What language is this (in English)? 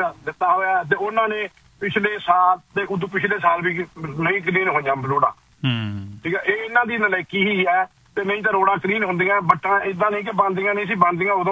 Punjabi